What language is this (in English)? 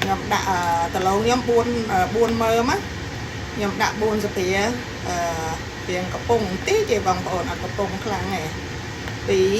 Khmer